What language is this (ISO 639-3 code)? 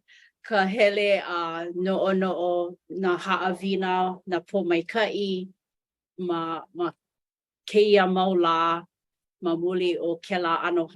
haw